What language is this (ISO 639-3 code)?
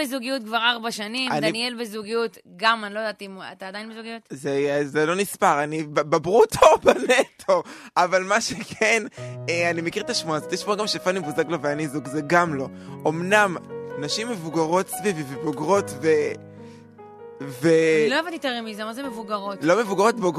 heb